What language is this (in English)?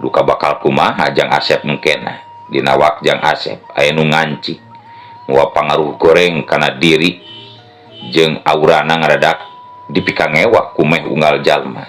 Sundanese